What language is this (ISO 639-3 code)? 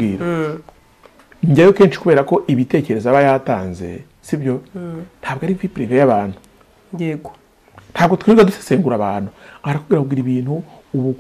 kin